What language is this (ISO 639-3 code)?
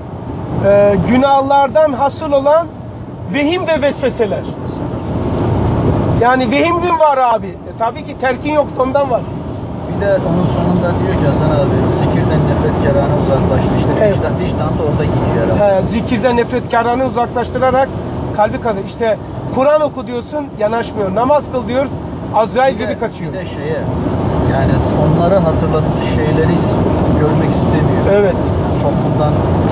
tur